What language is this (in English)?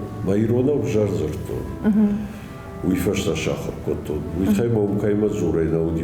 Ossetic